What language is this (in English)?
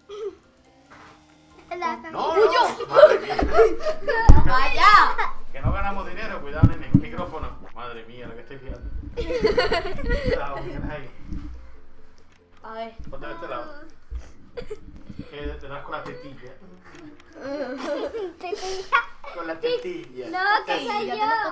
Spanish